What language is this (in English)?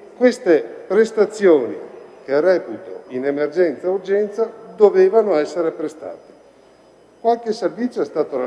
Italian